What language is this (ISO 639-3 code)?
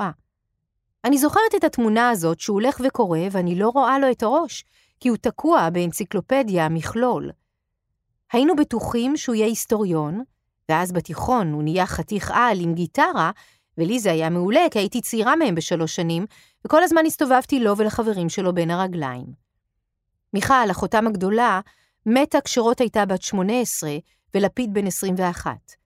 heb